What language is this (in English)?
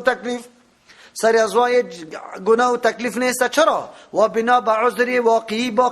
Persian